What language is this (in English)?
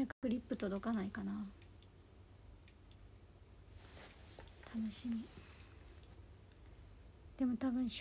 Japanese